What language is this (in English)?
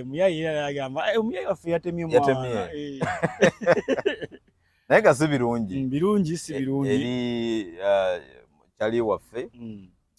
Ganda